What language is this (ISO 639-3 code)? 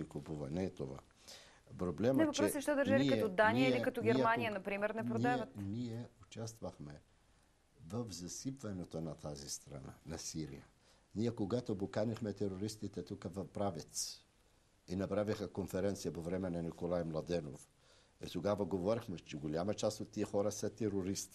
bul